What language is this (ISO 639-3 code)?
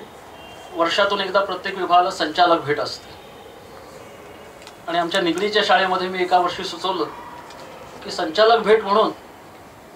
mar